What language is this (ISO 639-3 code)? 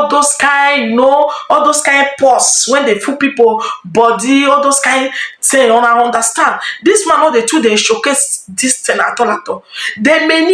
pcm